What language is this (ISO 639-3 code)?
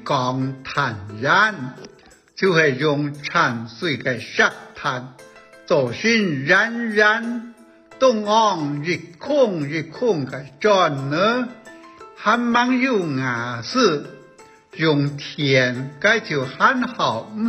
hak